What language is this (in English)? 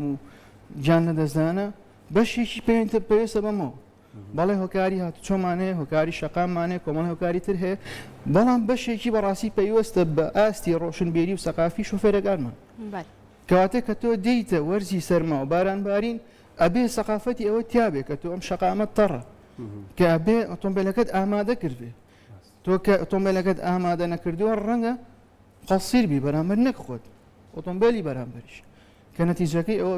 Central Kurdish